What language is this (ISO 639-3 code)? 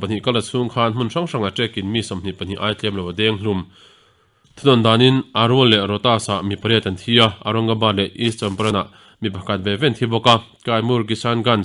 lus